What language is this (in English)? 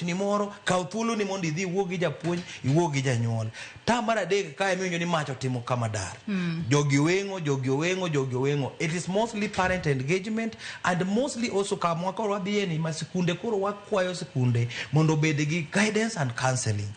Luo (Kenya and Tanzania)